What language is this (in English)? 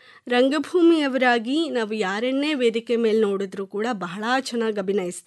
Kannada